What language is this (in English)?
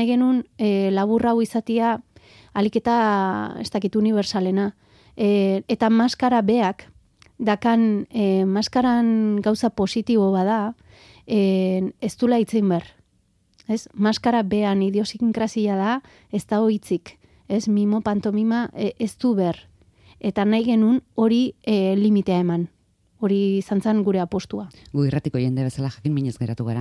Basque